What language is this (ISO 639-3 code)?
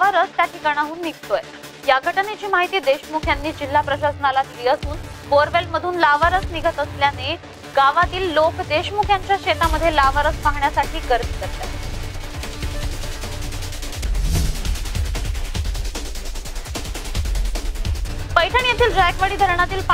mar